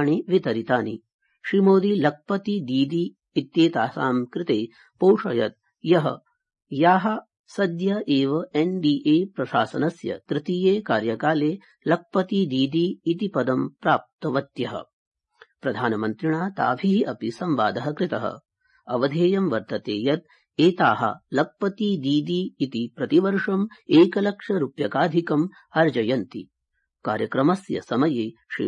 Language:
Sanskrit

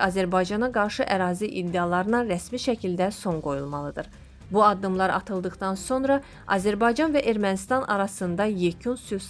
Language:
Azerbaijani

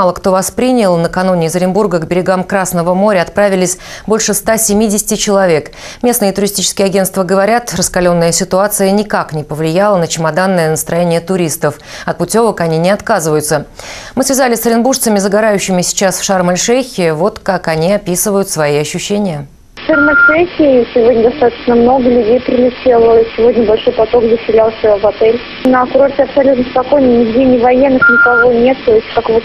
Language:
Russian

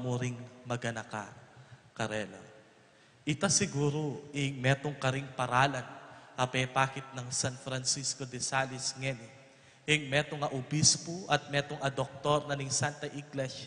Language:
Pampanga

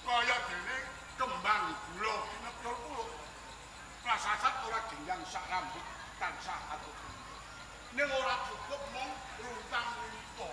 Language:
Javanese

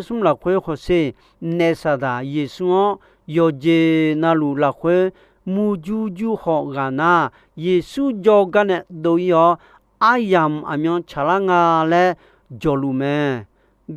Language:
Akha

